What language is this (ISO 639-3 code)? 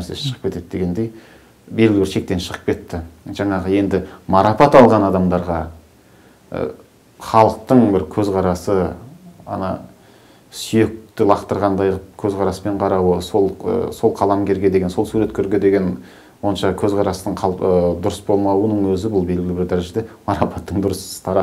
kaz